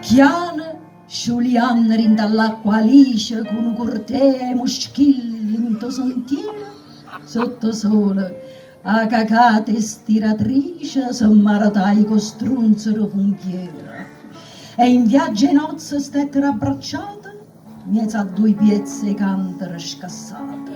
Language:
Neapolitan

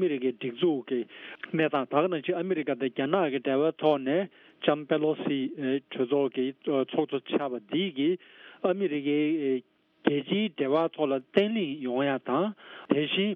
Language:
Tibetan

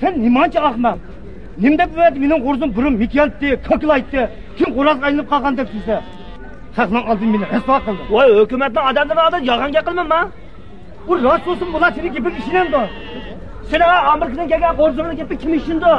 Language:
Uyghur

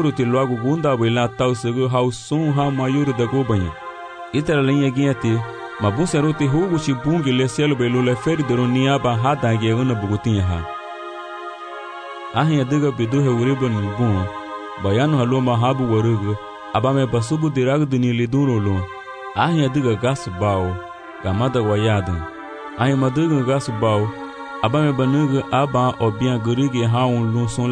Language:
Garifuna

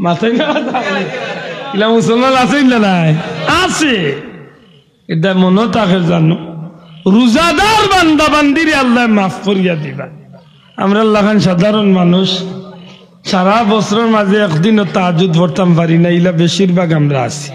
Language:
Sylheti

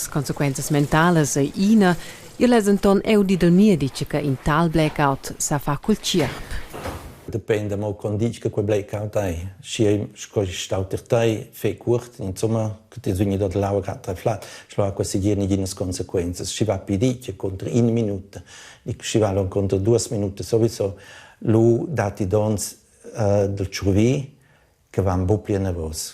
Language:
Romansh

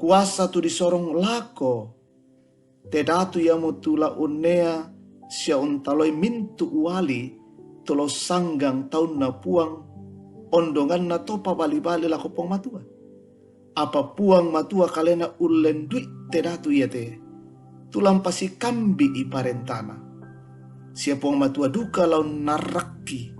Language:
Toraja-Sa'dan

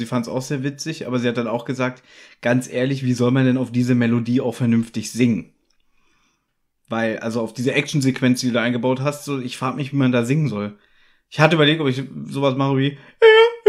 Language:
German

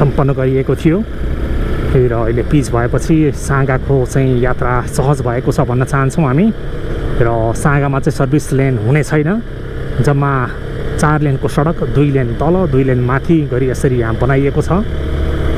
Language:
Nepali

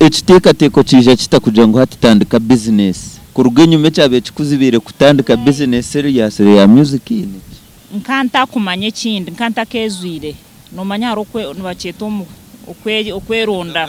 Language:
Nyankole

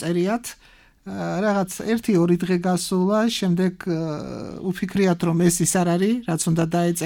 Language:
Georgian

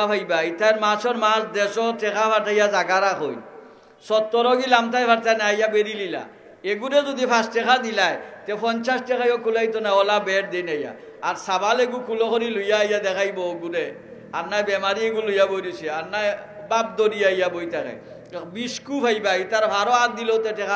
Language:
Sylheti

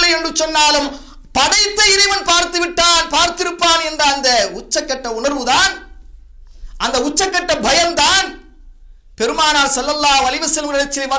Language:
Tamil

